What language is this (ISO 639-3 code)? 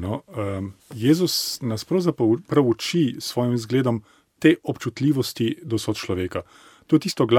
slv